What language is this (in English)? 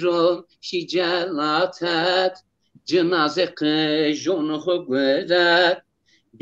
Zaza